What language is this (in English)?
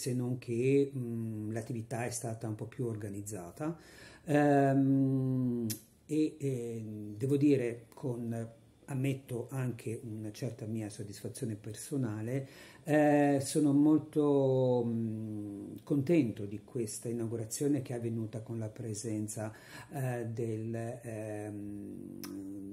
Italian